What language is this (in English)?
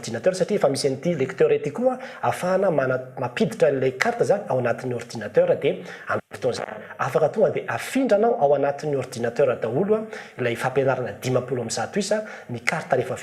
Malagasy